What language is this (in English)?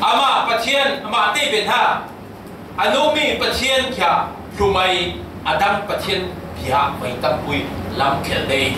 Falam Chin